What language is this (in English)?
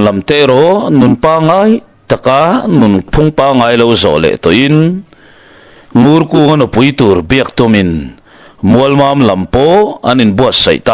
Mizo